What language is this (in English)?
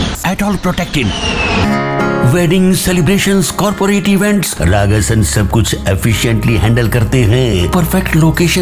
Hindi